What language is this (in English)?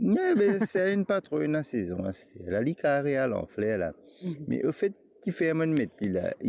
Morisyen